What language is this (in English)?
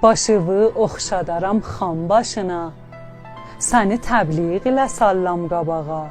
South Azerbaijani